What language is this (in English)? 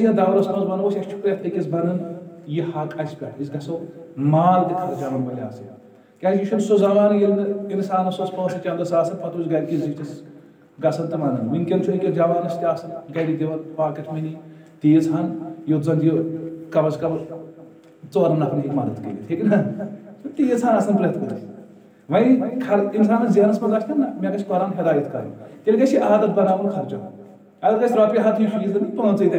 Kashmiri